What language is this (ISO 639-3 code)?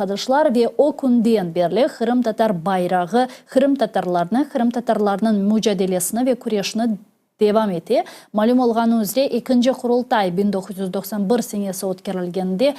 crh